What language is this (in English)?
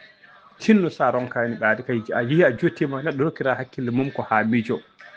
Fula